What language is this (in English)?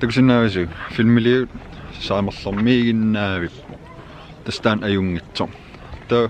Kalaallisut